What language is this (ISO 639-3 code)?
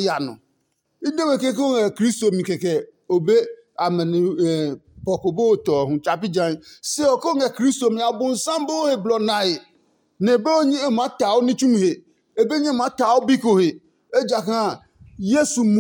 ada